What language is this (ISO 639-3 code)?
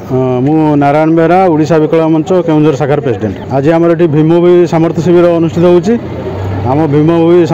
ori